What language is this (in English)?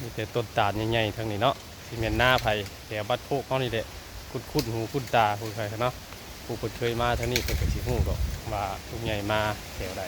Northeastern Thai